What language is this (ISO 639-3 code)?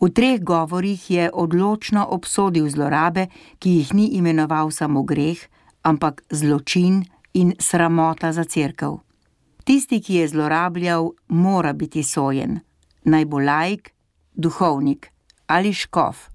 slv